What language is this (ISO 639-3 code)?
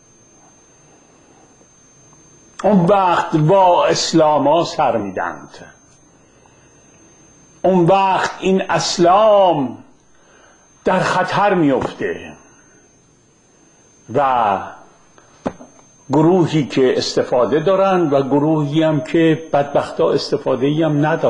fas